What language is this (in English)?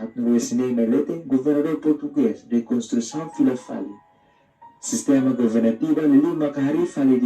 Tetum